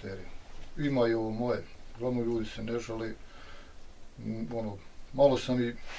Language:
Bosnian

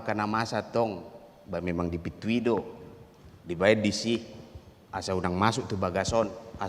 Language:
Batak Toba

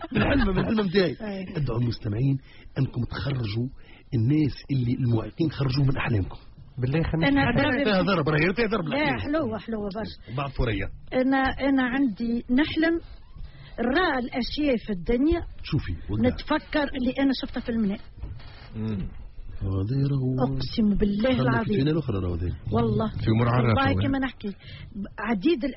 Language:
Tunisian Arabic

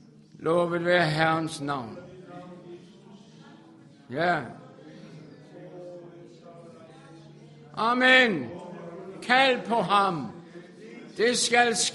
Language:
Danish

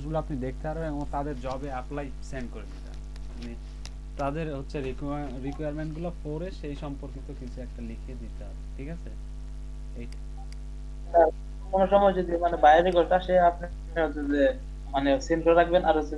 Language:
Bangla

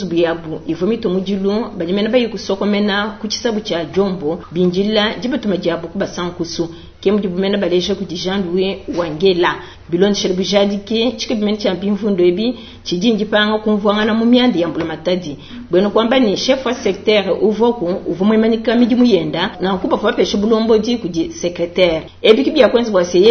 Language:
Luba-Lulua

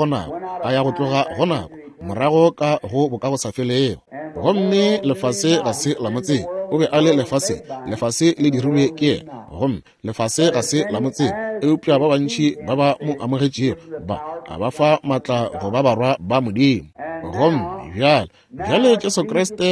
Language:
Northern Sotho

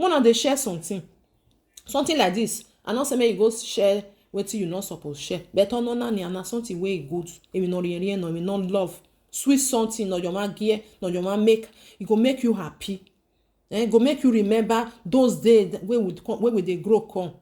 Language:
Nigerian Pidgin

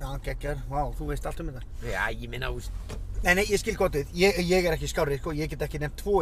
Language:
Icelandic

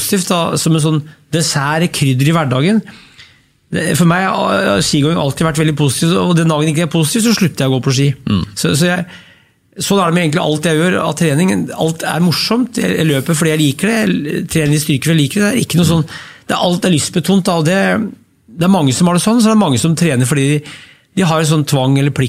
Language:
Norwegian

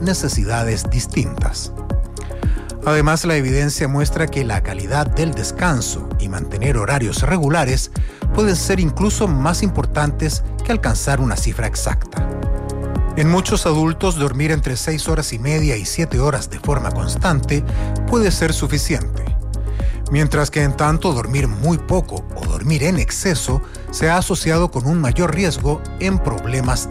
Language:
Spanish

